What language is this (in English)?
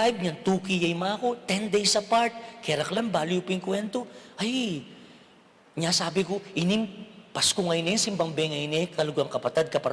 Pampanga